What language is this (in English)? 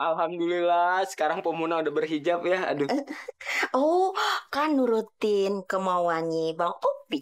Betawi